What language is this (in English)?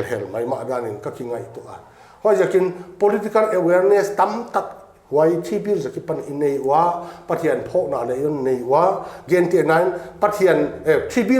Paite Chin